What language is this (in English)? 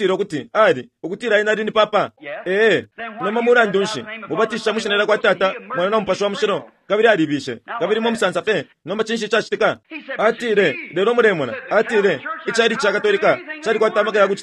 Bemba